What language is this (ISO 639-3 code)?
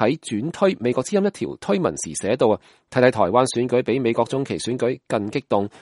yue